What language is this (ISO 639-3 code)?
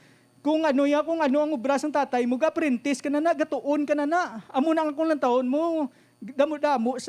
hil